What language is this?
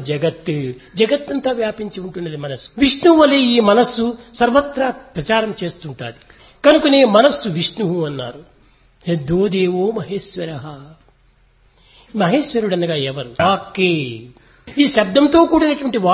Telugu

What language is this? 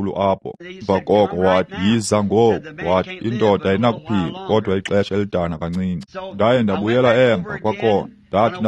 Xhosa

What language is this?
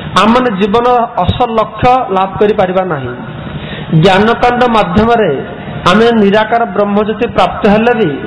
Odia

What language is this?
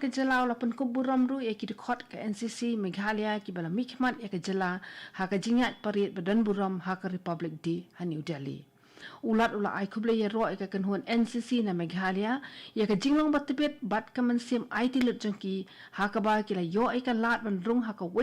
Khasi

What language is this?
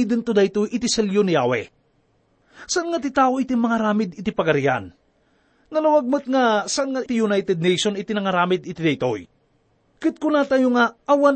Iloko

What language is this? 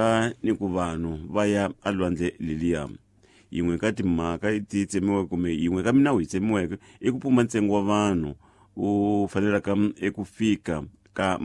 Tsonga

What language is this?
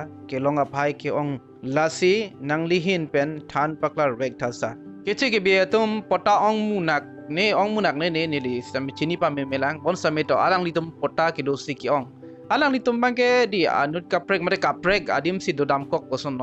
Karbi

